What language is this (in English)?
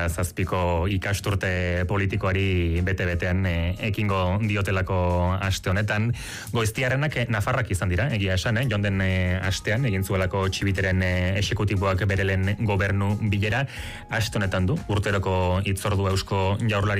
Basque